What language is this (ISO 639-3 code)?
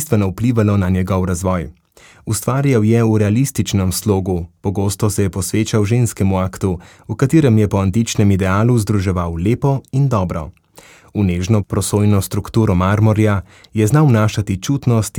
slv